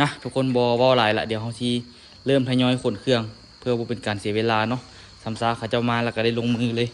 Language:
Lao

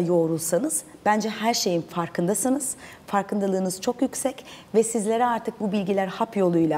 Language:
Turkish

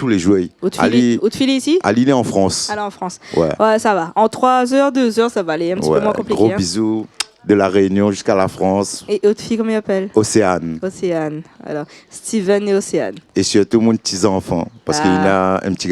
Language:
Réunion Creole French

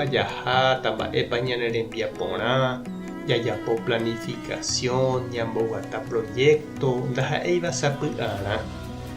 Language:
Guarani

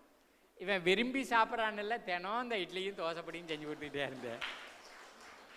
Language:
Tamil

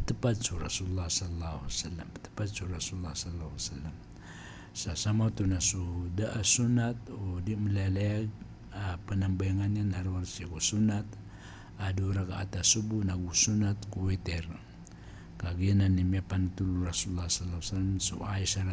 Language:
Maranao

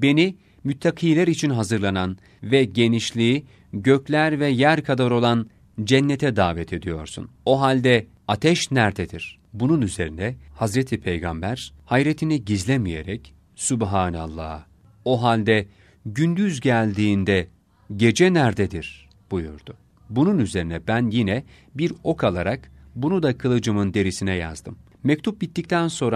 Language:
Turkish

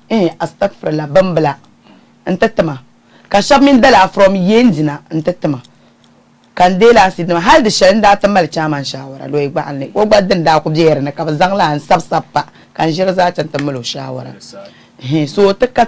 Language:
Dagbani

